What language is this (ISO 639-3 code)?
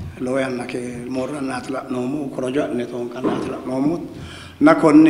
sid